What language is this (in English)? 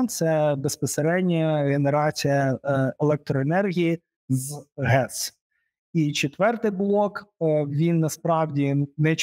Ukrainian